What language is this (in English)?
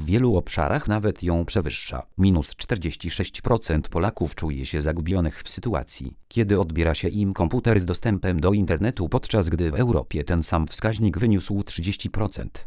Polish